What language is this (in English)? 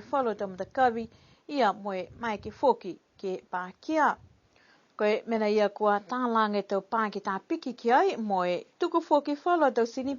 Niuean